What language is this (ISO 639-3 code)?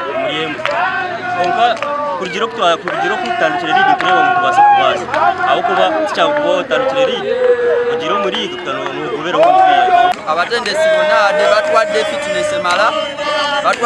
nyn